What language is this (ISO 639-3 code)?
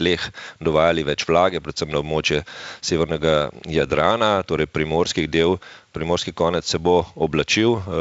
slv